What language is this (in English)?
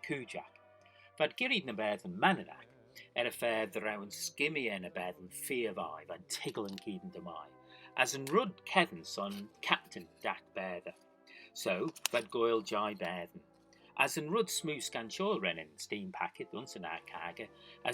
Manx